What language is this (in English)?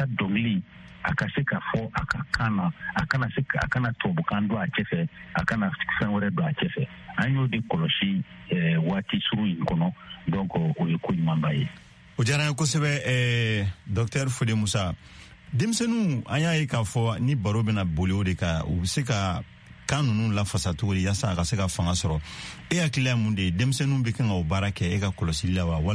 Bambara